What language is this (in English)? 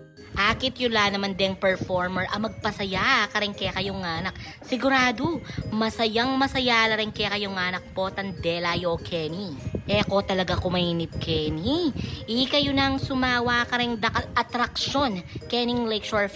Pampanga